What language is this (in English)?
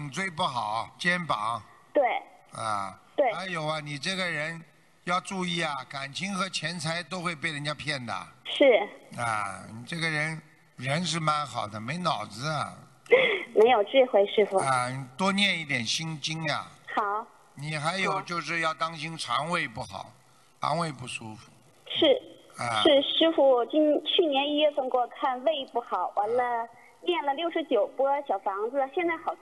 Chinese